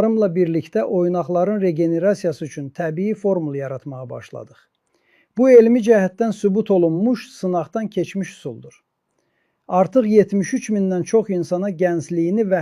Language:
Azerbaijani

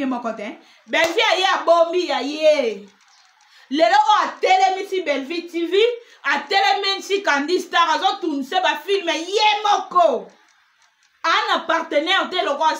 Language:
Lingala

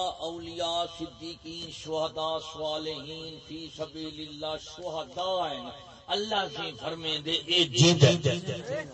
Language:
Saraiki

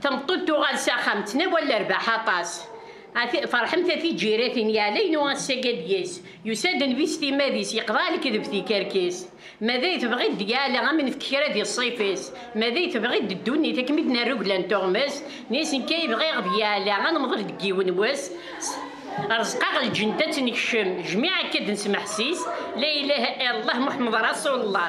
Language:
Kabyle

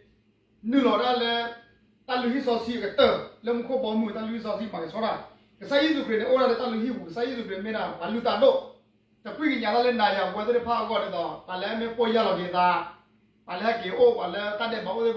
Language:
S'gaw Karen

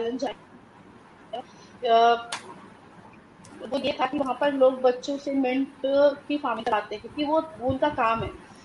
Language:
Hindi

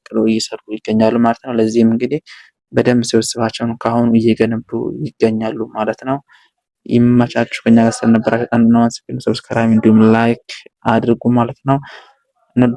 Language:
Amharic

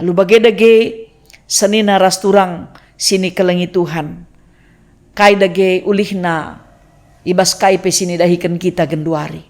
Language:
Batak Karo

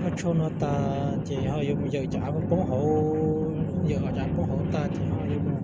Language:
Hmong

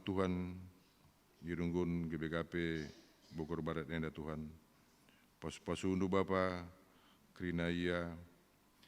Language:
Batak Karo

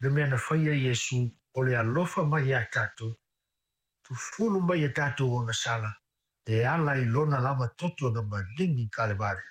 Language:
Samoan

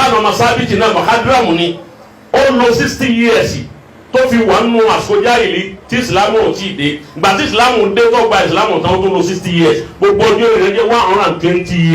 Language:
Yoruba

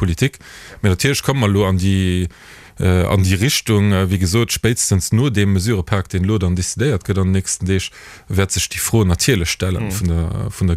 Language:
Luxembourgish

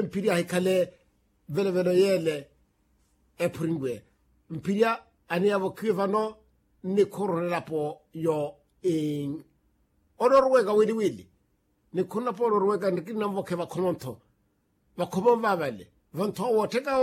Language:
Makhuwa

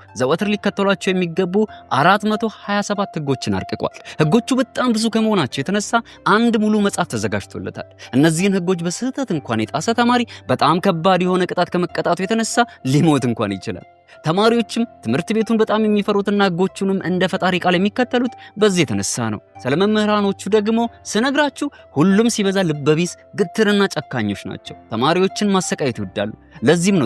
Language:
Amharic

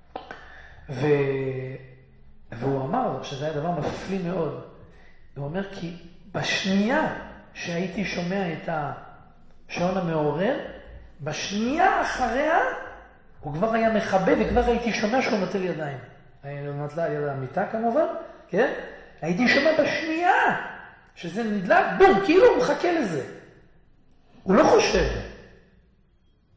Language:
Hebrew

